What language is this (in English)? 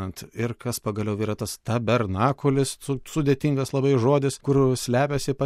Lithuanian